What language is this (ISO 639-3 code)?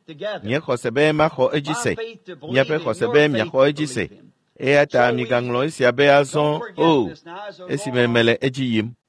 ewe